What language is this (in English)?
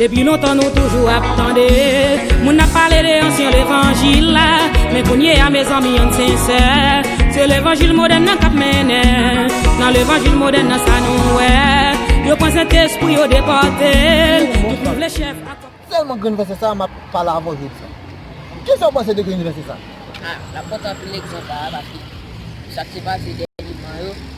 Haitian Creole